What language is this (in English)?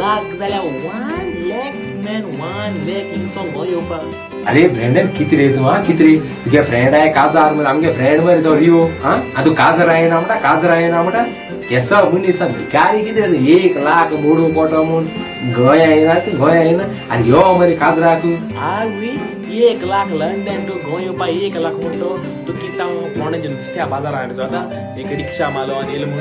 Konkani